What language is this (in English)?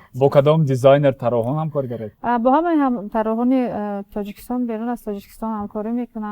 Tajik